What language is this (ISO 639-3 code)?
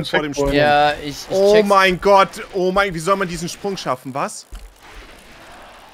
deu